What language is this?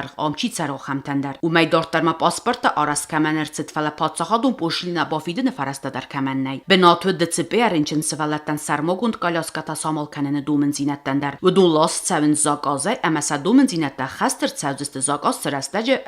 Ossetic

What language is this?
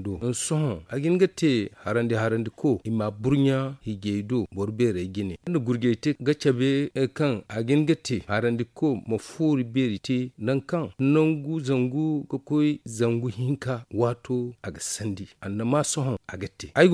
Zarma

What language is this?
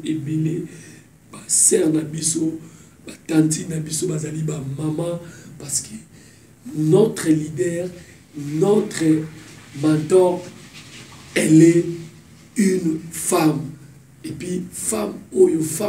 Lingala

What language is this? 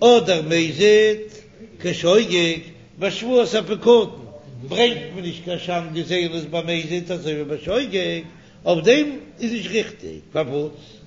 Yiddish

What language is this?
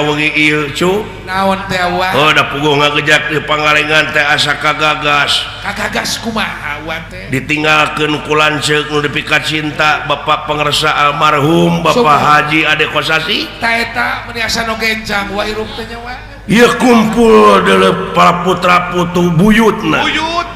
Sundanese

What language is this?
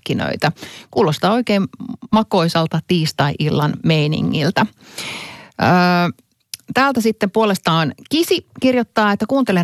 Finnish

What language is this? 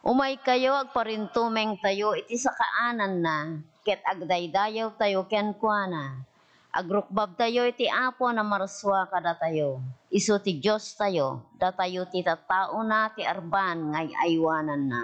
Iloko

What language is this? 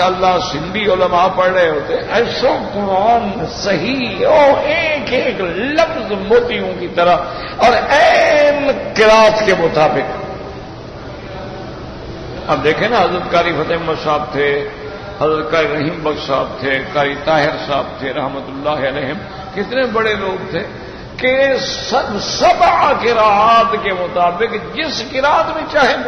Urdu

